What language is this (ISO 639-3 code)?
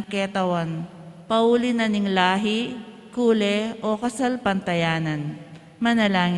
pam